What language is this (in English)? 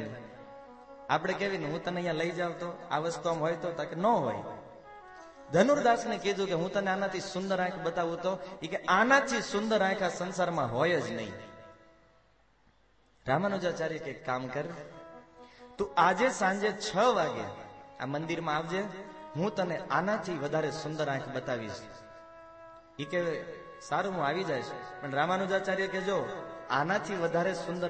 Gujarati